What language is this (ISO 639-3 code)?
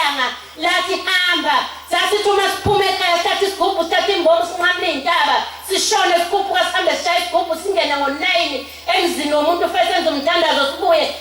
zul